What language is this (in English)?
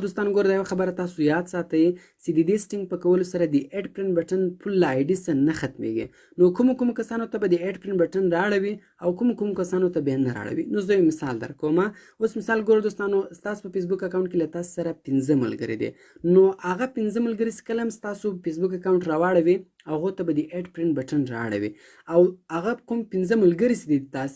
Pashto